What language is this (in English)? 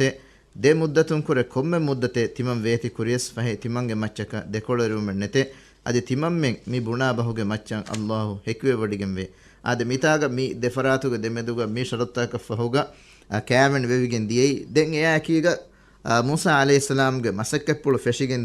Divehi